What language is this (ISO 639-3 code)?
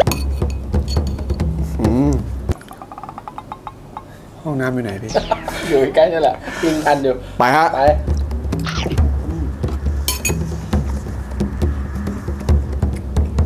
tha